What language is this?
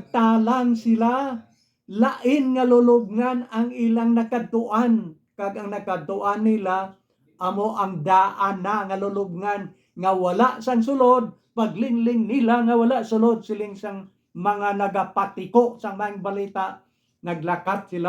Hiligaynon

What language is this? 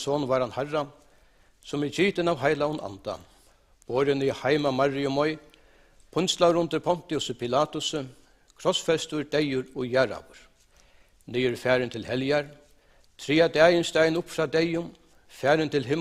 Faroese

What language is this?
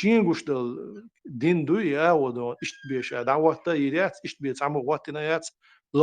Chechen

